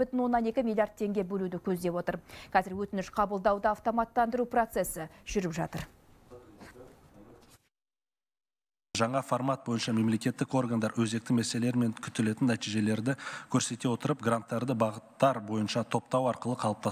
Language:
Kazakh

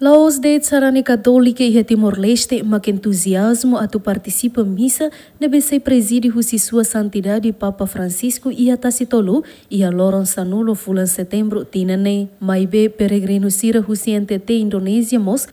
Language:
Tetum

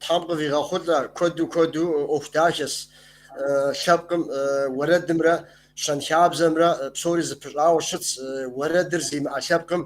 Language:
Kabardian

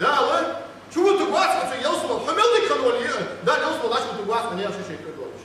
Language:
Ingush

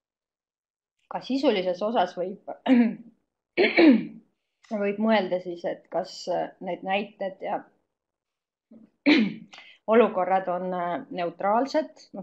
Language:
Estonian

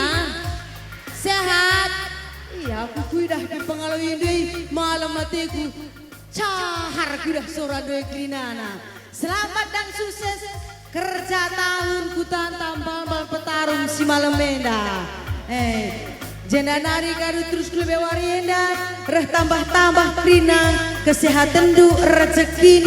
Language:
Batak Karo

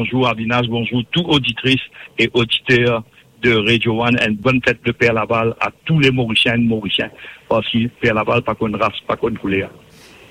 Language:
Morisyen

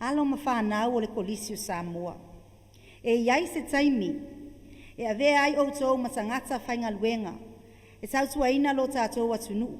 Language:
Samoan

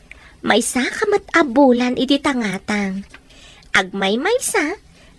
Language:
Iloko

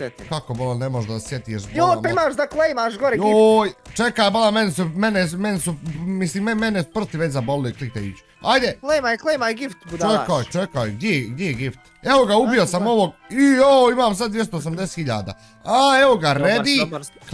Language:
Bosnian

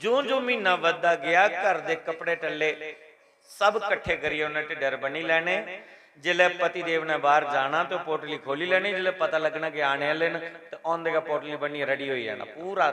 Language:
Dogri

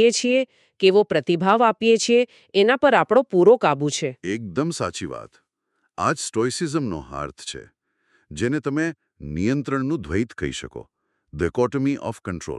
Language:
Gujarati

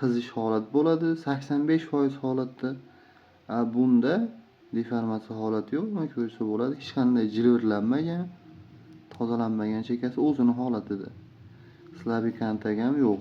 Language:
Uzbek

